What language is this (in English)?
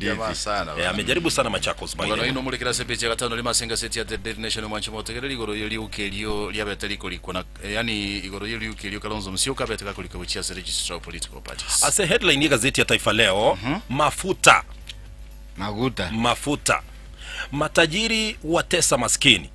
Gusii